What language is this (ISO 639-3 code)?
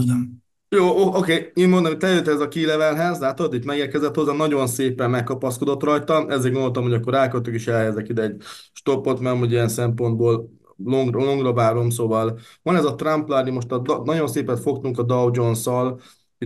hun